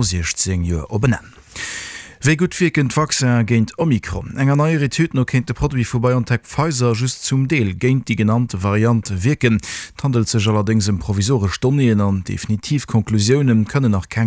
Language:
Luxembourgish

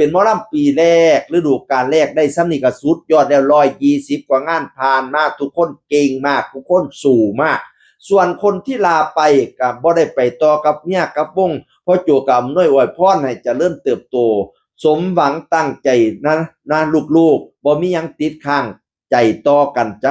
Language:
Northeastern Thai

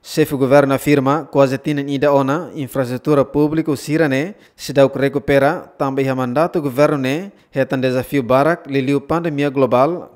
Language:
Tetum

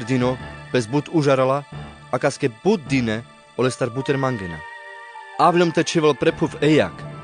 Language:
Carpathian Romani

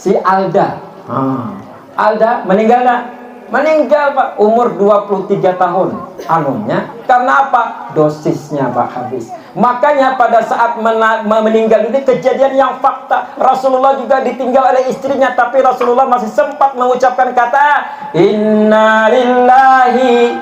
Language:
Banjar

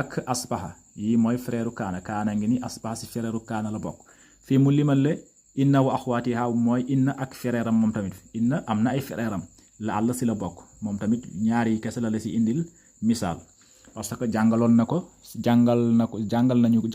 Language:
Wolof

